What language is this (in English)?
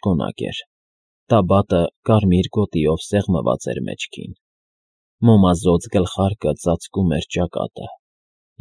Armenian